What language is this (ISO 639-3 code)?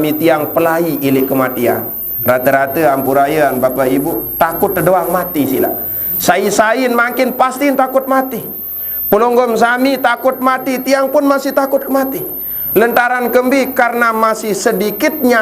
sas